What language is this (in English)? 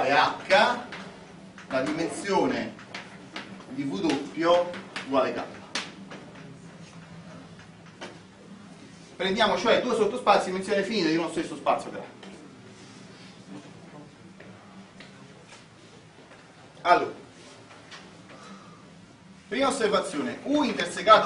Italian